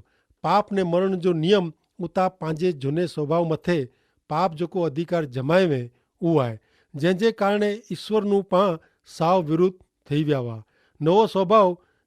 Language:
Kachhi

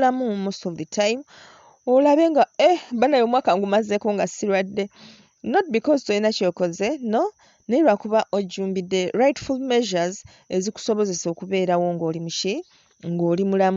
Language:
Ganda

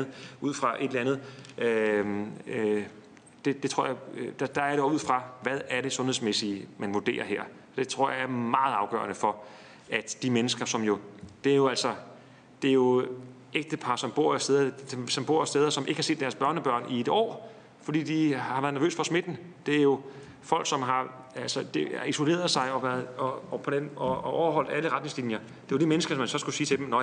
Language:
Danish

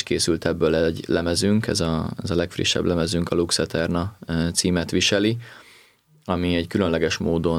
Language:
Hungarian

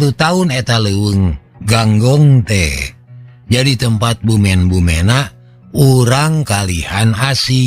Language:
Sundanese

